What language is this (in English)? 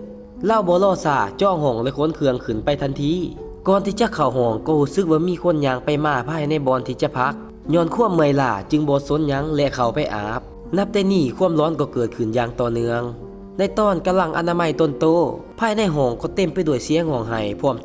Lao